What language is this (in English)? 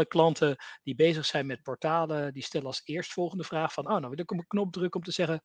Dutch